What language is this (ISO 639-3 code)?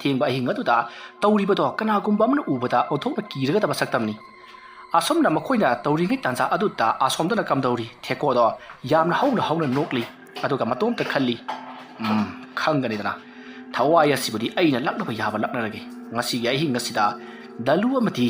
mni